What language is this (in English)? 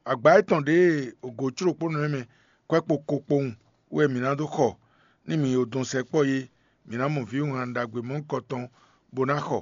Fon